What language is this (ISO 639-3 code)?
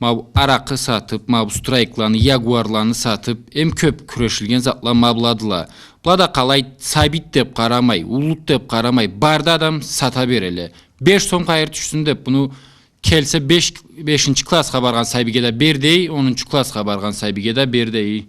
krc